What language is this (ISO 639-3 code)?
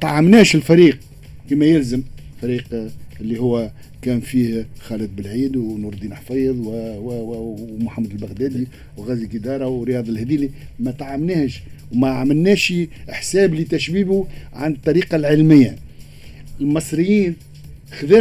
aeb